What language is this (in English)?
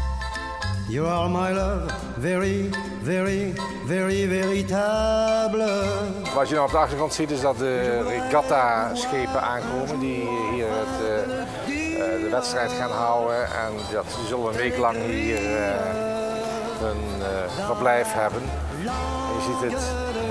Dutch